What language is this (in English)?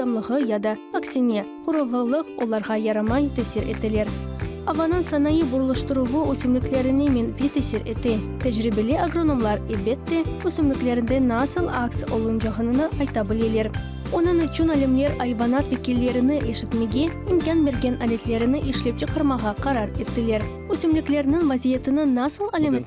Crimean Tatar